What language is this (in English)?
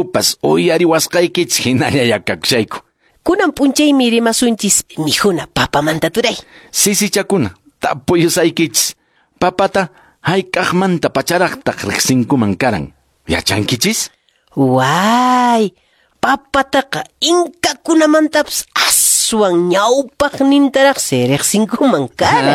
Quechua